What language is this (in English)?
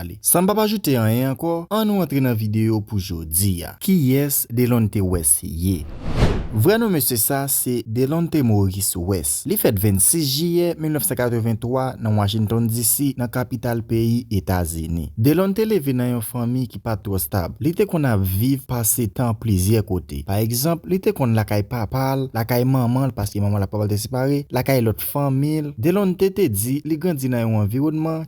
Haitian Creole